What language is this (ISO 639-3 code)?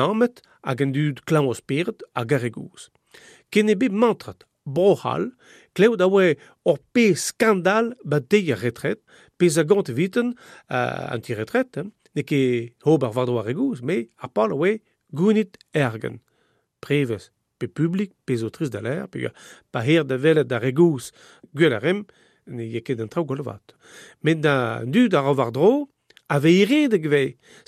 bre